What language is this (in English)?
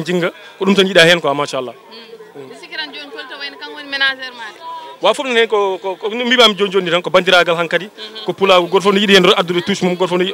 Fula